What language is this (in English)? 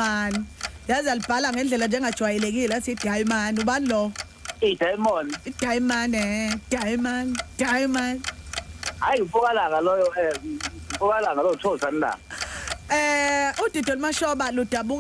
Zulu